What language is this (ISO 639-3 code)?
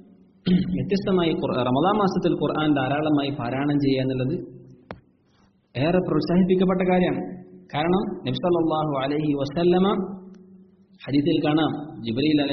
mal